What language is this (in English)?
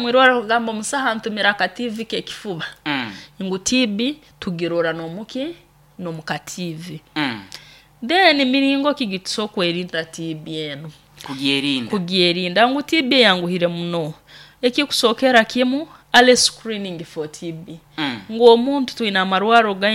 Nyoro